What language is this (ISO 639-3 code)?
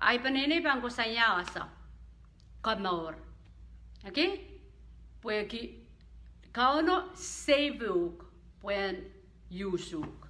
pon